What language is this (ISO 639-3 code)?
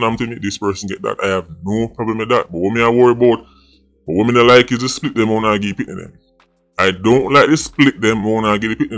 jam